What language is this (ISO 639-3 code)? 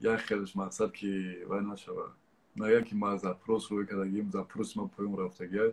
tgk